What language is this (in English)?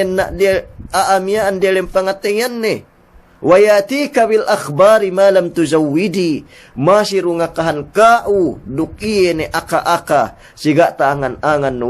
Yakan